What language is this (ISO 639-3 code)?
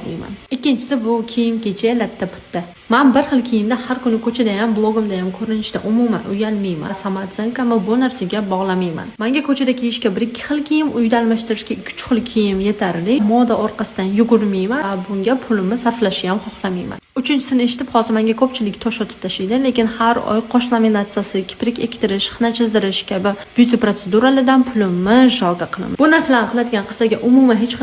uzb